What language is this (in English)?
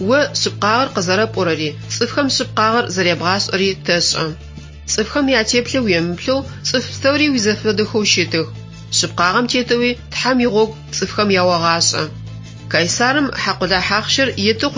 Adyghe